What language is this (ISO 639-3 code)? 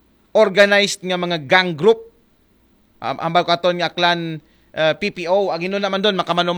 akl